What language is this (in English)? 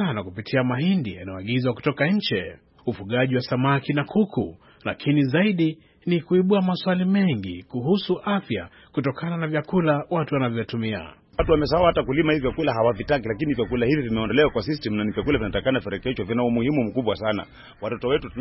Swahili